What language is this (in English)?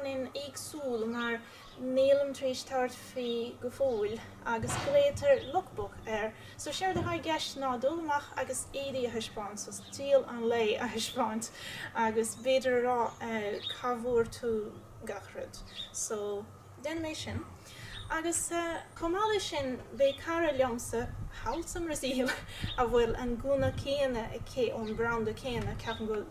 Irish